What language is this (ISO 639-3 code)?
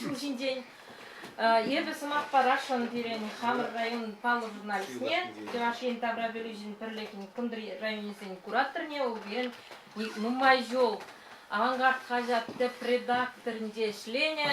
chv